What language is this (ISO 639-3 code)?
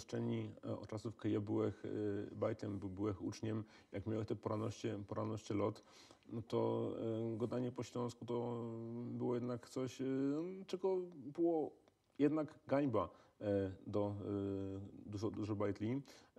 szl